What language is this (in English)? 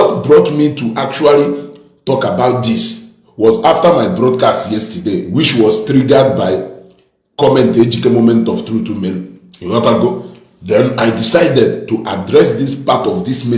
Igbo